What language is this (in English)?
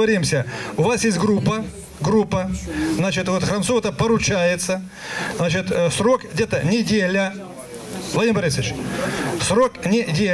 Russian